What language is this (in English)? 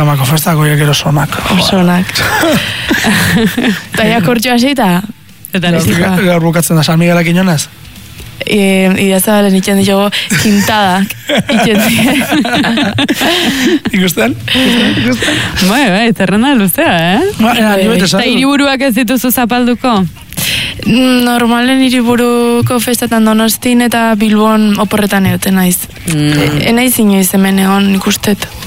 Basque